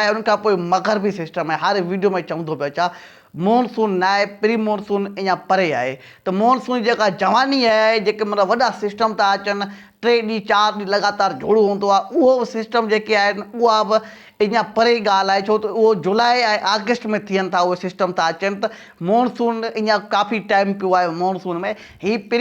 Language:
Sindhi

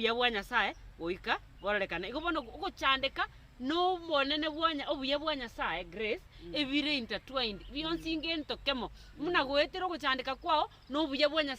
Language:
Gusii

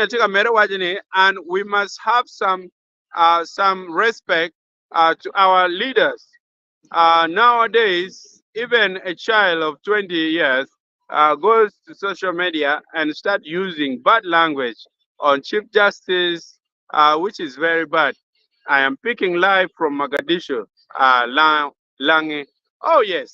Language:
Acoli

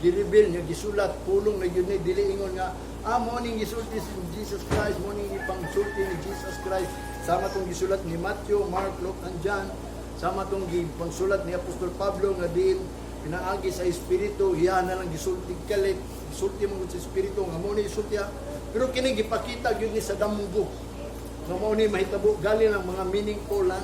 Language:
Cebuano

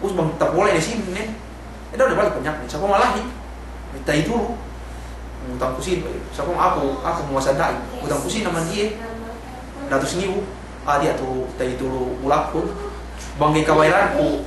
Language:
Yakan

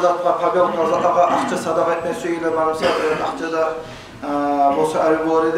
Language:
Kumyk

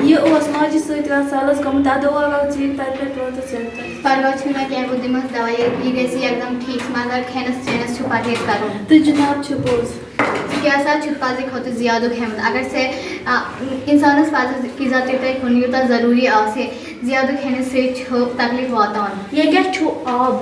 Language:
Kashmiri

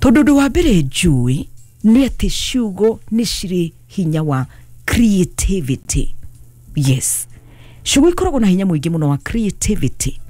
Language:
Kikuyu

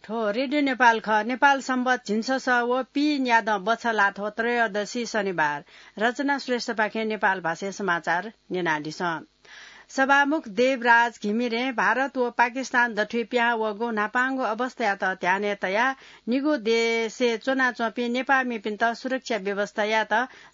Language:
Newari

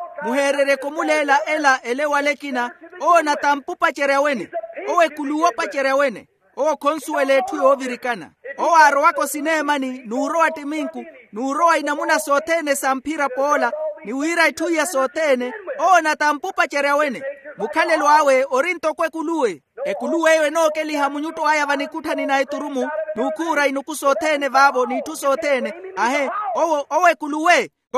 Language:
Makhuwa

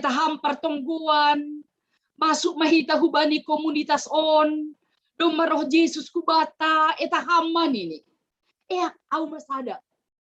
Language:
Batak Simalungun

